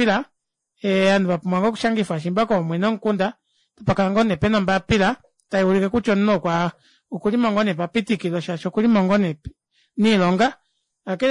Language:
Kuanyama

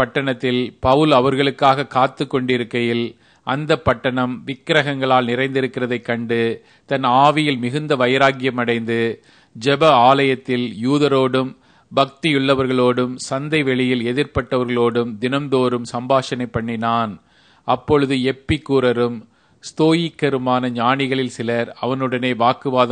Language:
Tamil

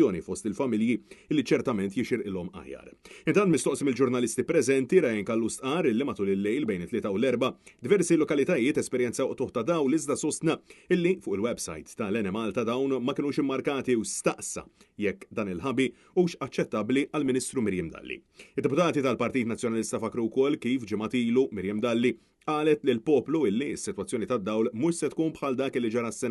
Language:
Maltese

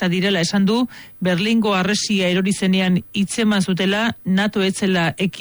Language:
Basque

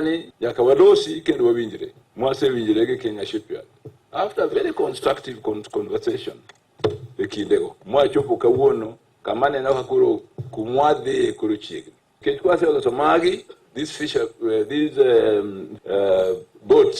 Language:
Luo (Kenya and Tanzania)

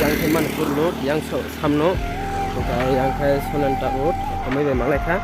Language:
Kok Borok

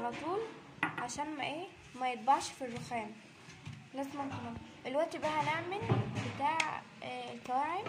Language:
Egyptian Arabic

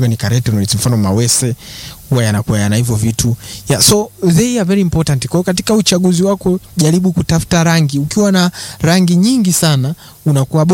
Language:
Swahili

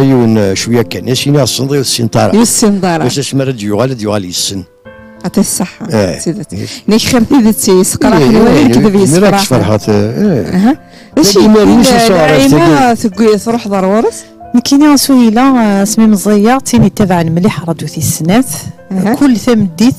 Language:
Kabyle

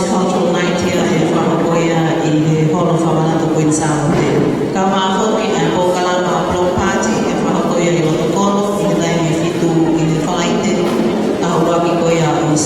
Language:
Tongan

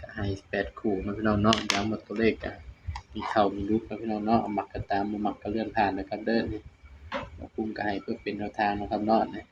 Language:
Northeastern Thai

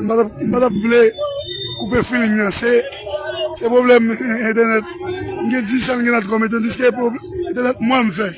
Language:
Haitian Creole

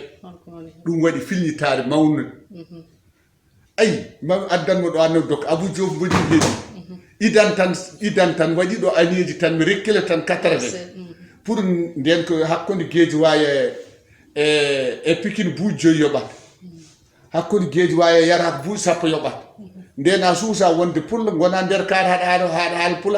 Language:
Fula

